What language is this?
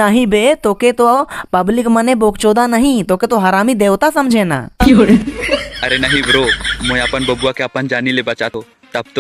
Sadri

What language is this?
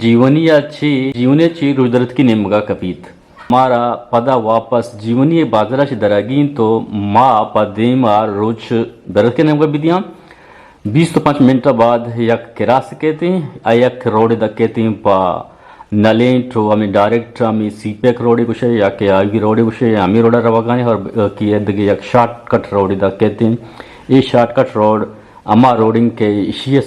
Eastern Balochi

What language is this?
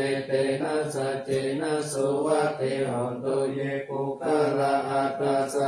Pali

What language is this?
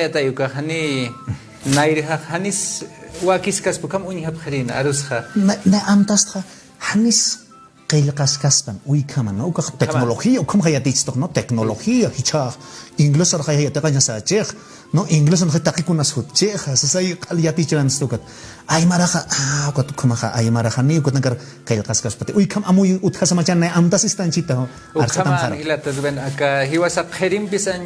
Aymara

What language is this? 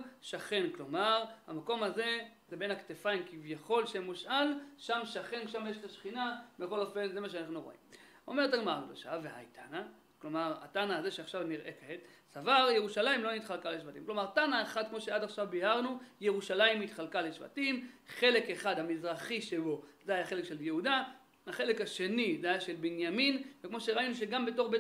Hebrew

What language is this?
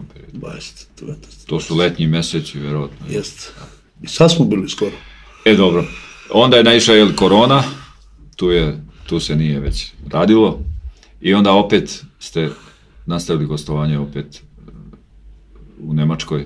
Serbian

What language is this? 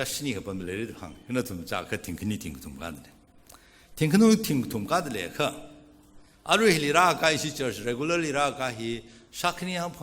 Tangkhul Naga (India)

